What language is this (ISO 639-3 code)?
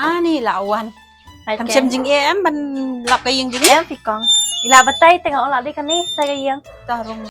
kha